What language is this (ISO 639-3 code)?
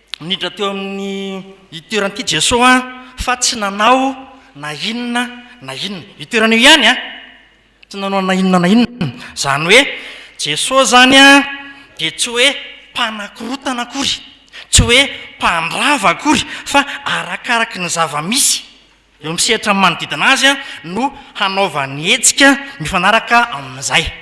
mlg